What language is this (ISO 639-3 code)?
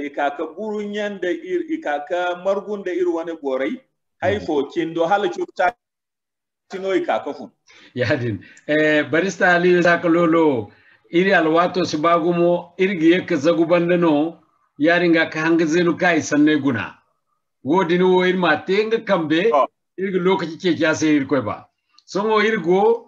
dje